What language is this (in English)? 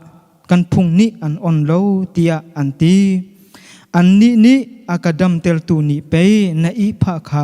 Hakha Chin